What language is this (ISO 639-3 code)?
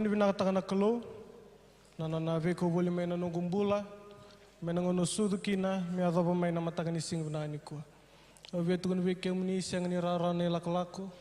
fij